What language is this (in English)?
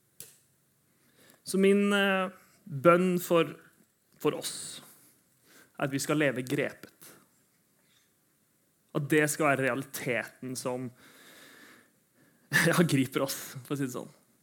Norwegian